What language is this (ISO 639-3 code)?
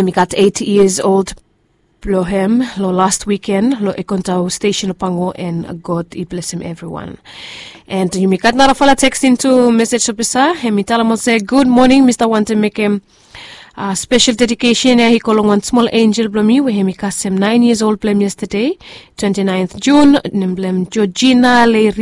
bis